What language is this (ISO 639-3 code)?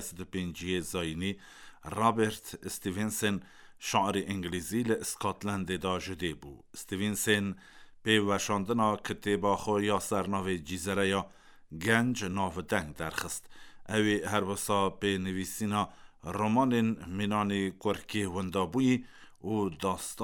kur